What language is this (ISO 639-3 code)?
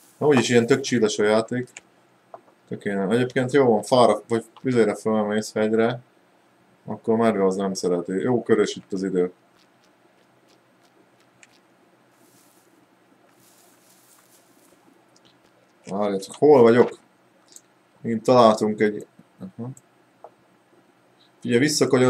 hun